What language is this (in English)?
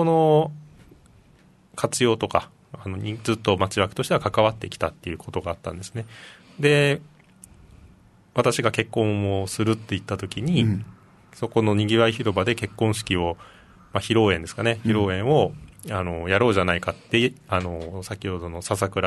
Japanese